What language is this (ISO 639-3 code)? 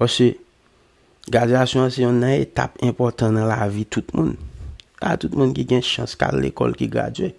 hat